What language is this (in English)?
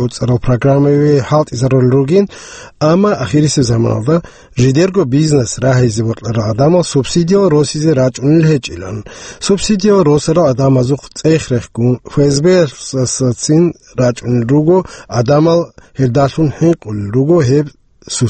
Avaric